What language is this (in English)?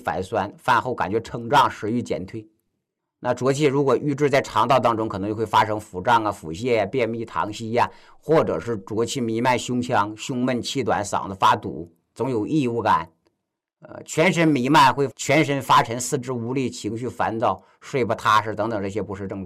Chinese